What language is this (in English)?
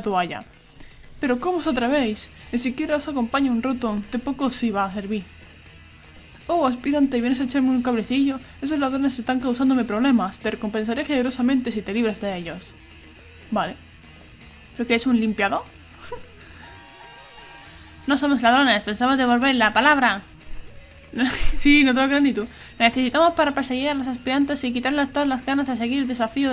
Spanish